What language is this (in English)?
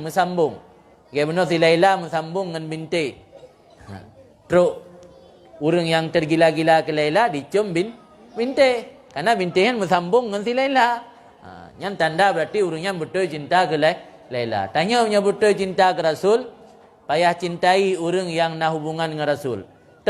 Achinese